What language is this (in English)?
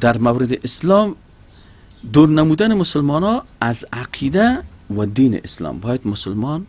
Persian